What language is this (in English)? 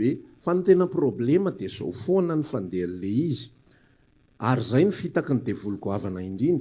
Malagasy